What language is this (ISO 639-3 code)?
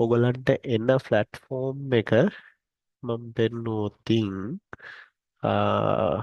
sin